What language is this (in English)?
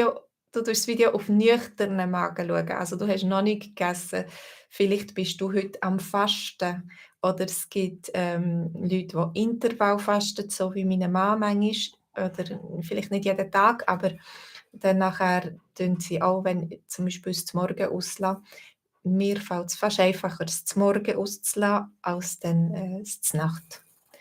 Swiss German